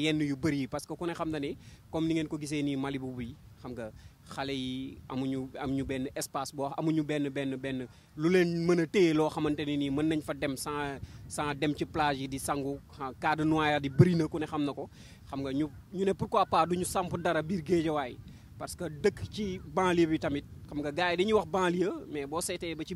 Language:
Wolof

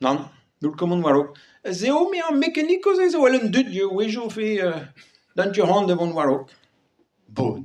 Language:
Breton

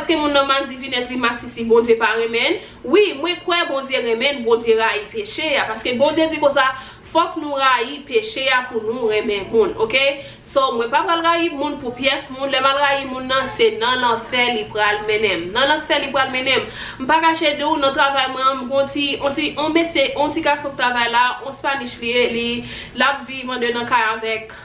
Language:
Haitian Creole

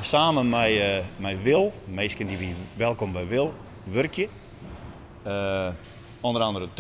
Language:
Western Frisian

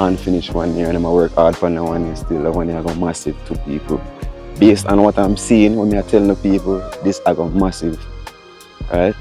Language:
Jamaican Creole English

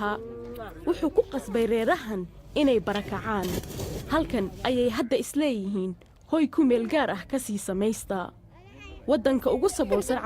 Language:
Somali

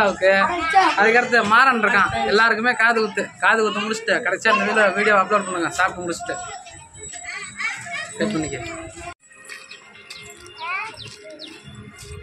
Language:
Tamil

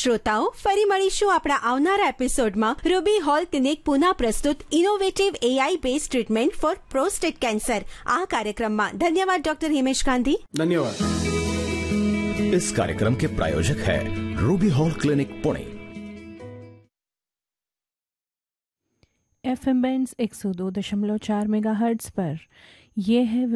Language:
Gujarati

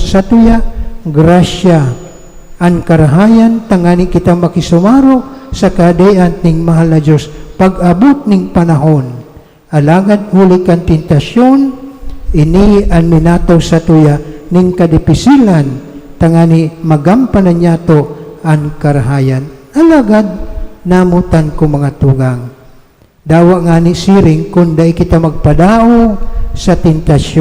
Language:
Bikol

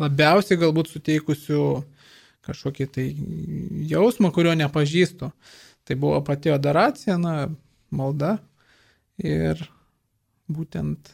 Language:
Lithuanian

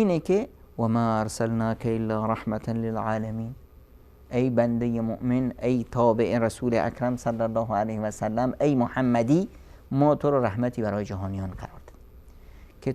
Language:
Persian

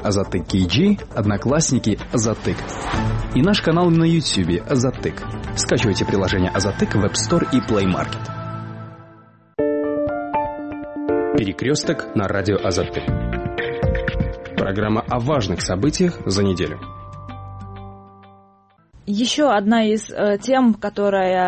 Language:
Russian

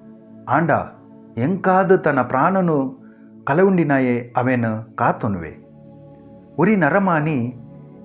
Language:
Tulu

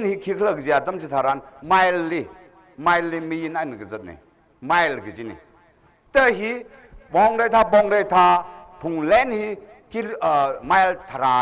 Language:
Tangkhul Naga (India)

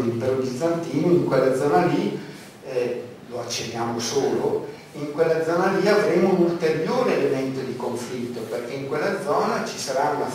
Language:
Italian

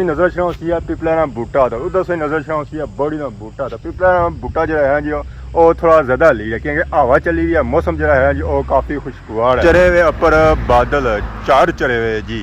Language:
Pahari-Potwari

